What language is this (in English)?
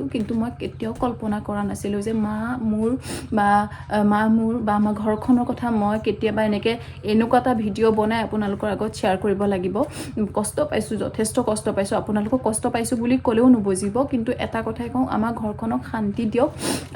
Assamese